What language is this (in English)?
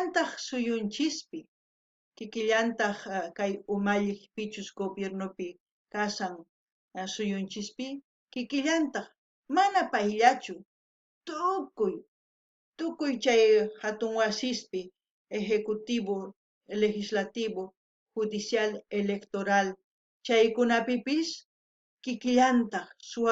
South Bolivian Quechua